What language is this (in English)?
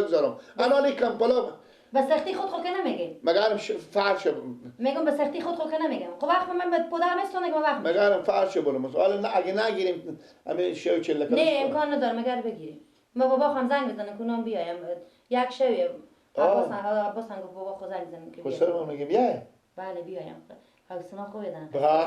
Persian